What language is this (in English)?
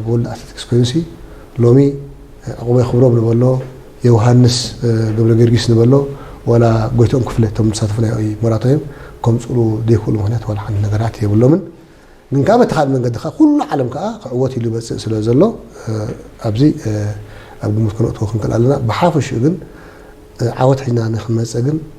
Tigrinya